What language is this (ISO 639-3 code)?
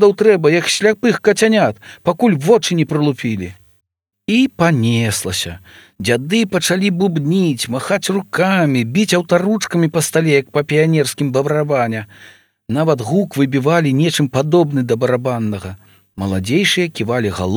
bel